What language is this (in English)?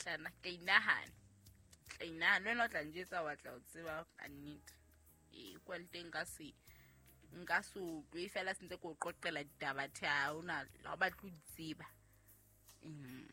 Southern Sotho